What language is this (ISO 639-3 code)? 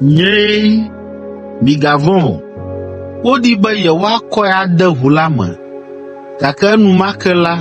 ewe